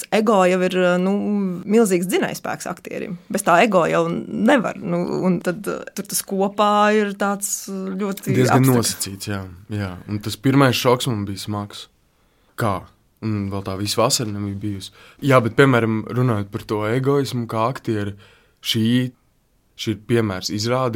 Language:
Latvian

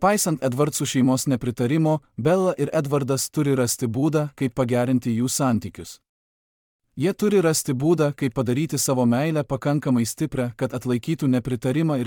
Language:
Lithuanian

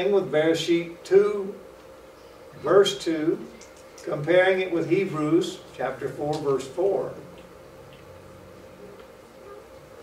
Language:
English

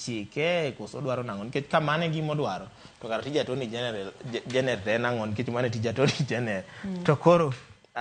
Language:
Luo (Kenya and Tanzania)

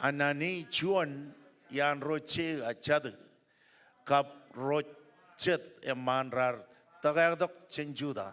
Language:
Marshallese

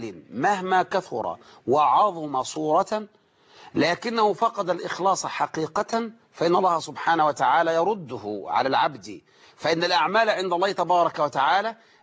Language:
Arabic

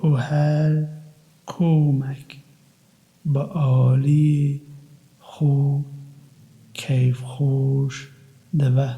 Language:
Kurdish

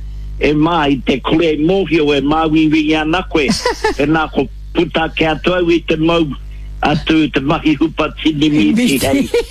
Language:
Māori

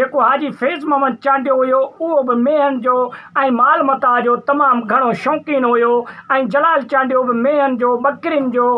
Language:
Sindhi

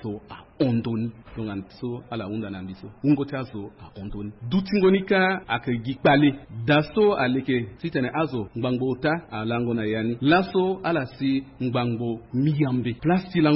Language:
Sango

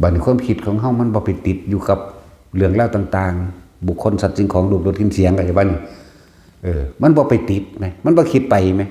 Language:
Northeastern Thai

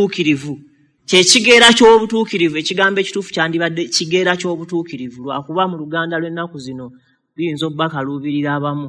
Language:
Ganda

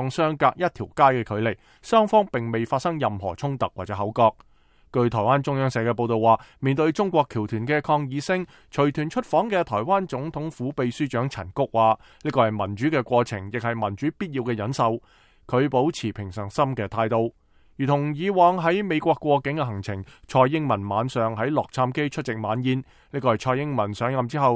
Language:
Cantonese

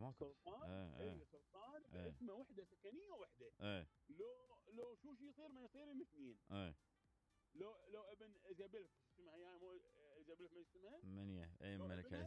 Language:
Mesopotamian Arabic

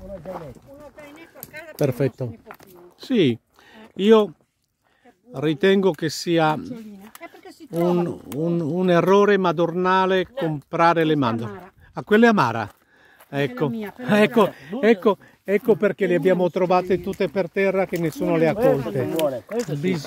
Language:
Italian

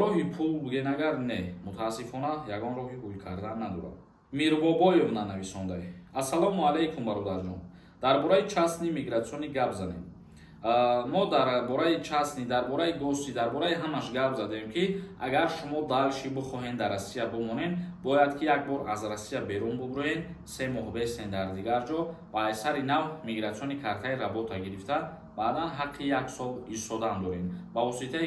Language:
Tajik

